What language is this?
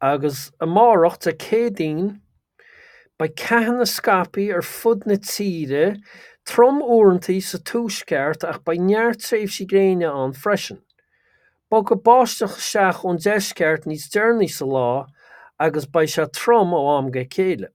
Irish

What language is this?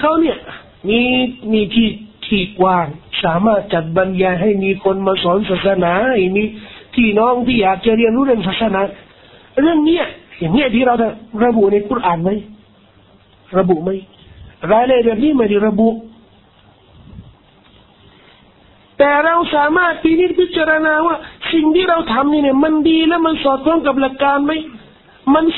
Thai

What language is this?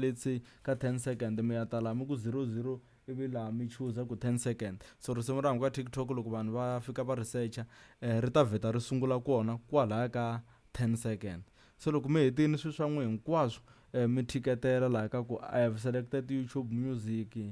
Tsonga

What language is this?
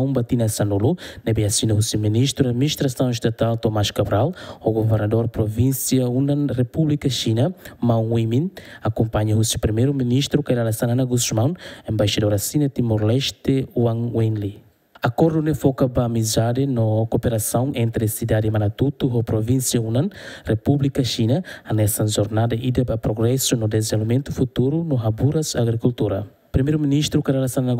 Tetum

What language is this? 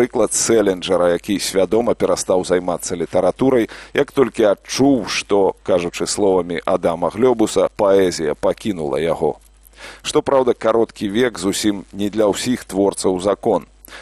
Belarusian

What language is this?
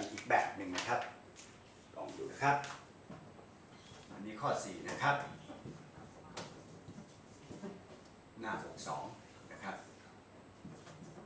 Thai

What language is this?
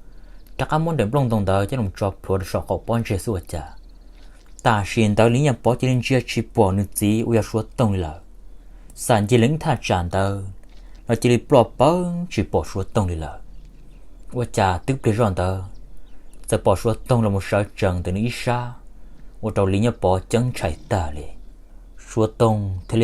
Hmong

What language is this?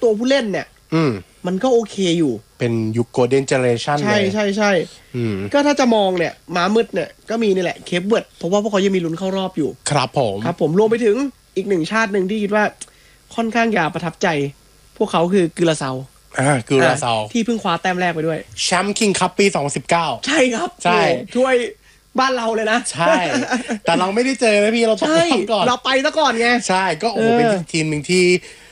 Thai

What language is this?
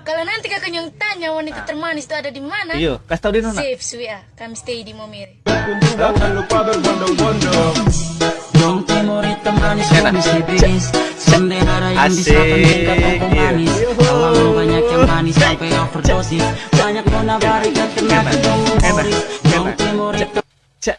Ambonese Malay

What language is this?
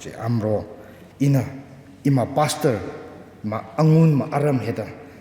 Tangkhul Naga (India)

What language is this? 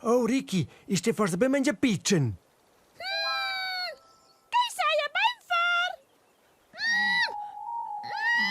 Romansh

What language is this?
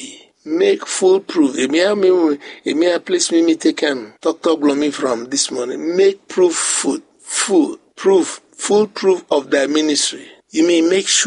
Bislama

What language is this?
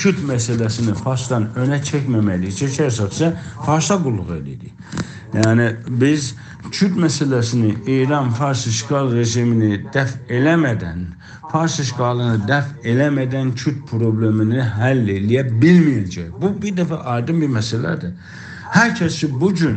South Azerbaijani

